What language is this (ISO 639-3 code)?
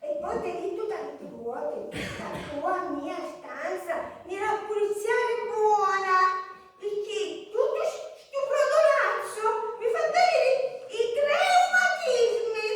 scn